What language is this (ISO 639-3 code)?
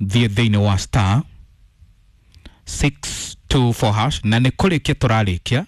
kik